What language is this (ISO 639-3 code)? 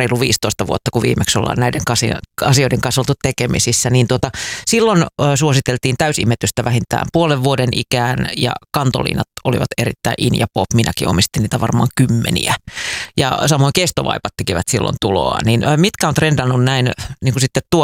fin